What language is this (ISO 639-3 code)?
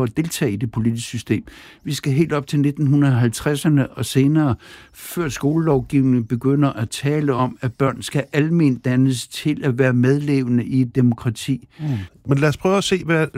dan